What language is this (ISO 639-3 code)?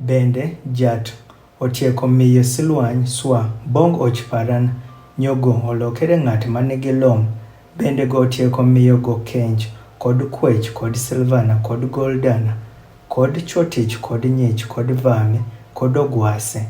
adh